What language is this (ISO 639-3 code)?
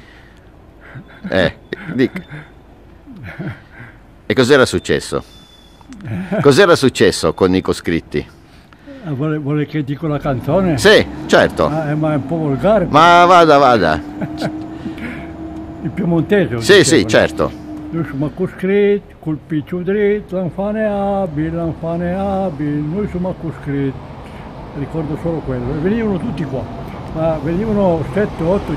ita